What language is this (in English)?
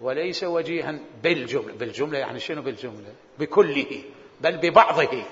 Mesopotamian Arabic